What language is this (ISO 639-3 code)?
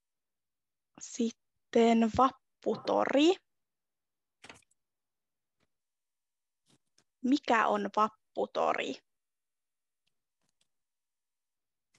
fin